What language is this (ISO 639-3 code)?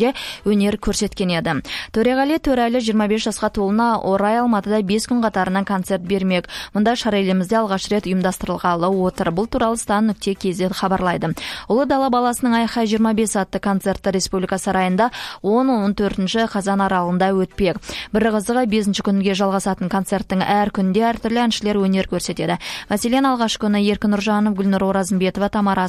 kaz